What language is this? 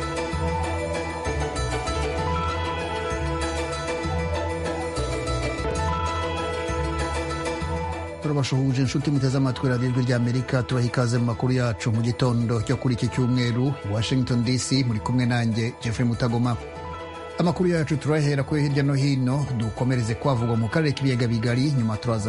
Kinyarwanda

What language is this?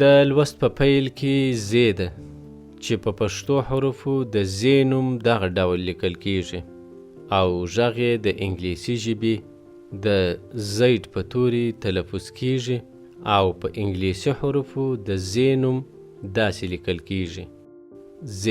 Pashto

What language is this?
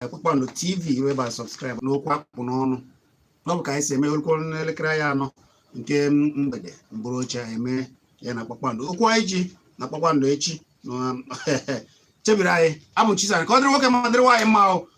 Igbo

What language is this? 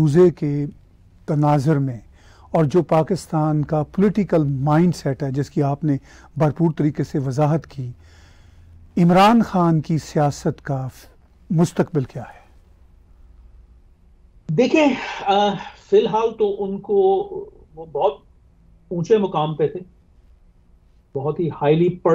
Urdu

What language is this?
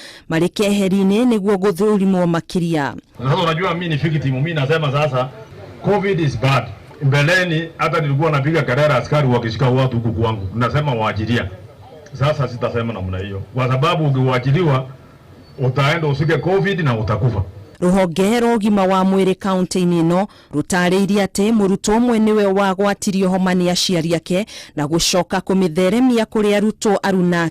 Kikuyu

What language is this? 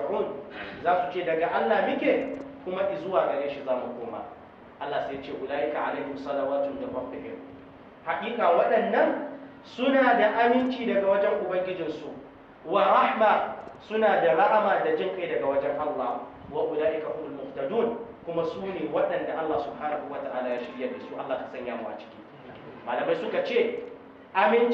Hausa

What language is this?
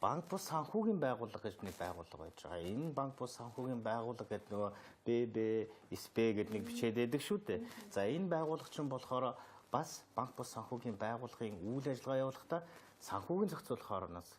Mongolian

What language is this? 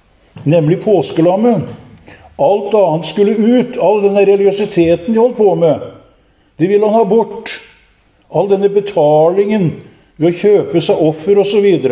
Norwegian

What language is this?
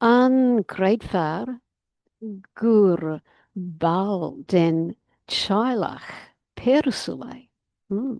Irish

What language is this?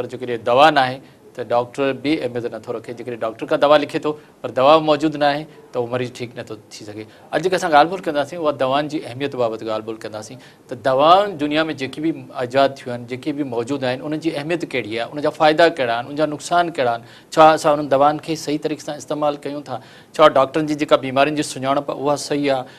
Sindhi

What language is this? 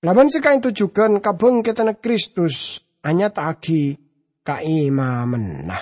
Madurese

